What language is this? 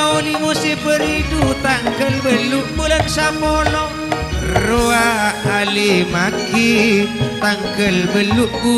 Madurese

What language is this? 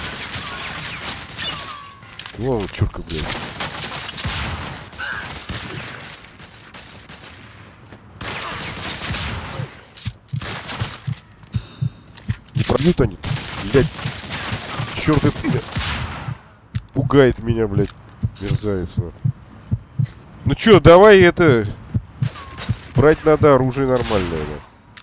Russian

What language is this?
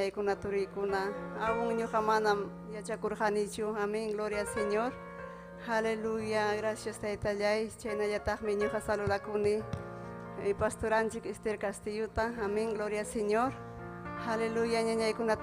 Ayacucho Quechua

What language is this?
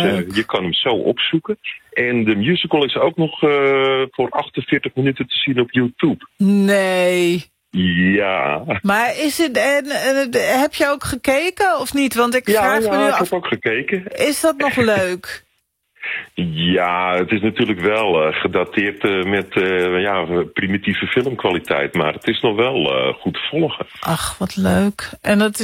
Dutch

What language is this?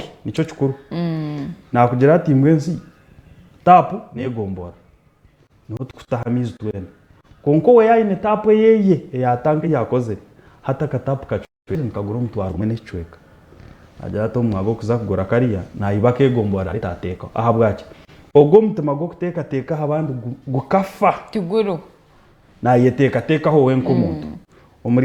Nyankole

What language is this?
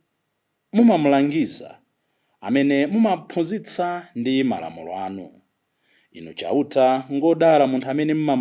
Nyanja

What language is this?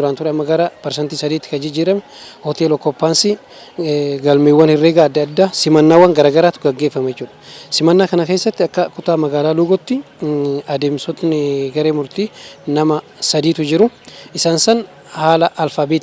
Oromo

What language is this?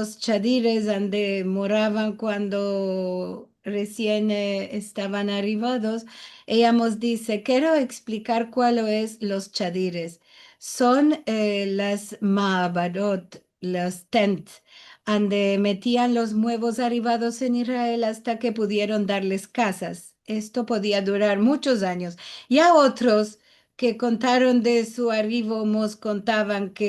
Ladino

